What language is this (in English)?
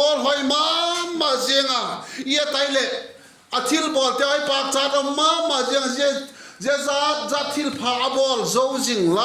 Vaiphei